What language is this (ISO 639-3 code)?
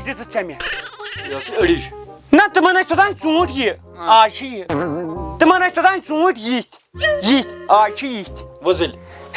kas